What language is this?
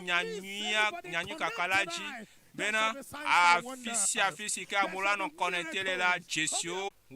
Ewe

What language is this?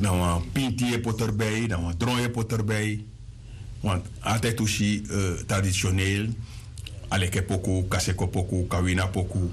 Sranan Tongo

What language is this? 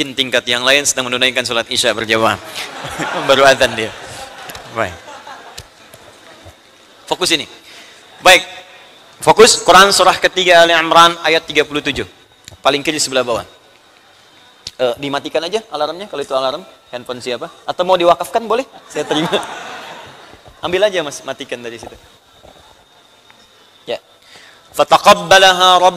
Indonesian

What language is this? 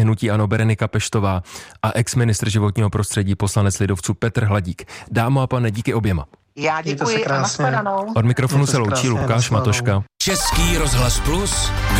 Czech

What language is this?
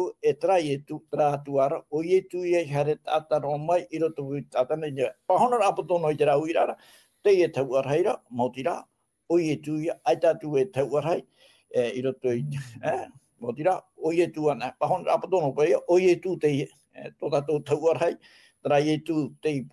Tahitian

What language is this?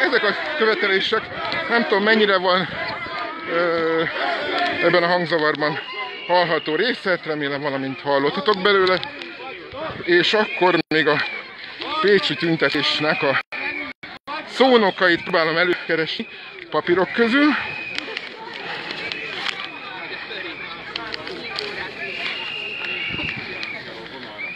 Hungarian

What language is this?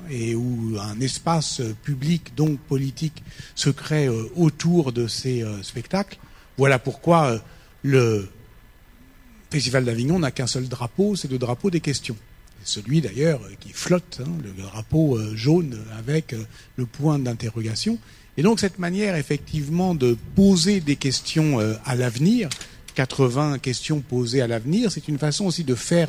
French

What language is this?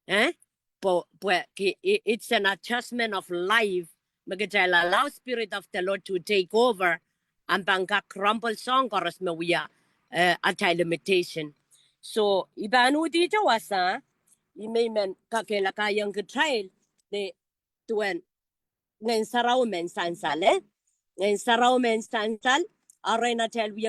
Pohnpeian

